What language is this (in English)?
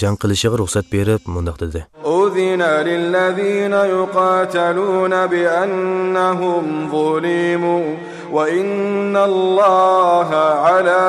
Uyghur